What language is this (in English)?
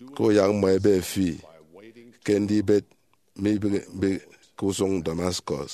Efik